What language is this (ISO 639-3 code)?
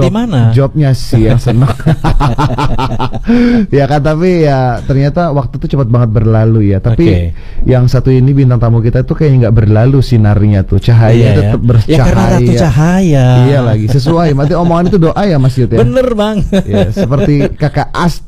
ind